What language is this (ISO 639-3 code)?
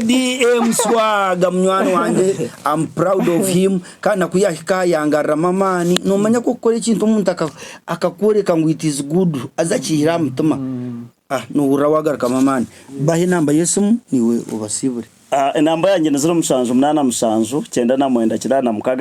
nyn